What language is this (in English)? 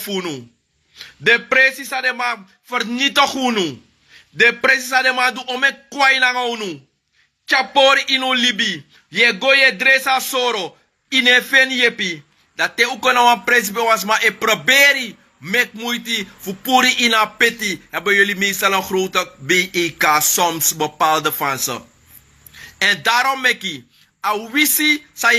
Sranan Tongo